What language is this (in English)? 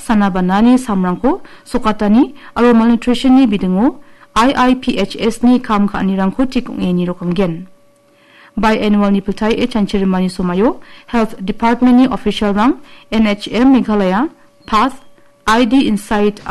Garo